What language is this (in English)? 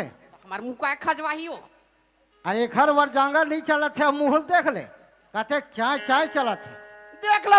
Chhattisgarhi